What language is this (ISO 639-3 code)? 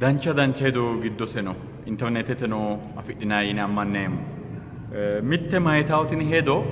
sid